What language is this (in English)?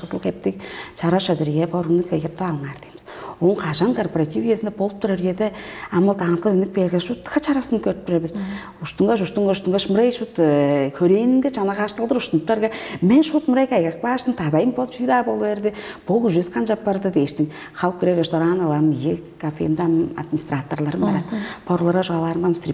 Tuvinian